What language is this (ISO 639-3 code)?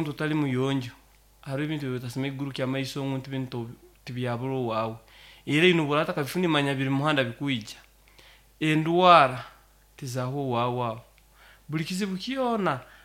nyo